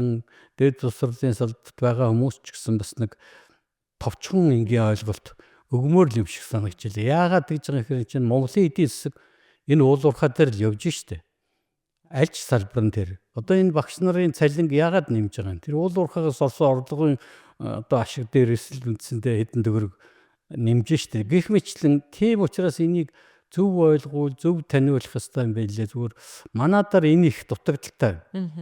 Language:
Mongolian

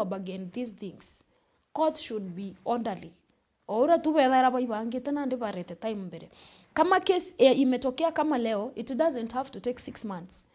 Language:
Meru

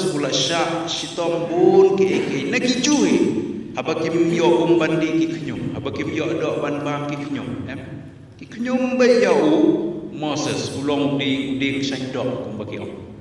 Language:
Khasi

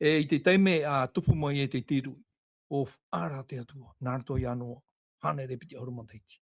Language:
Tahitian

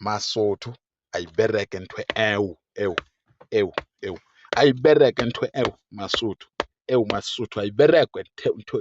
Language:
Zulu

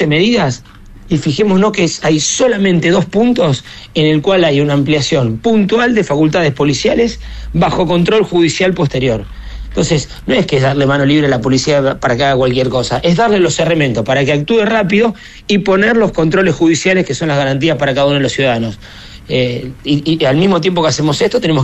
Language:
Spanish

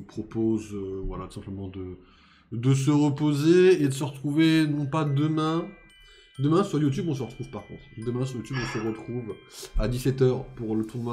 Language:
French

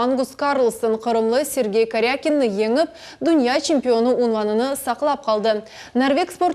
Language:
Crimean Tatar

